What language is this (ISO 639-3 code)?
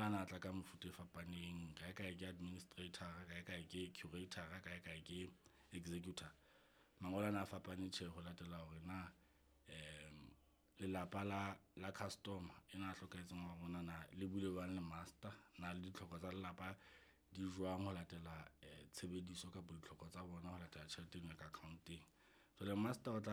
sot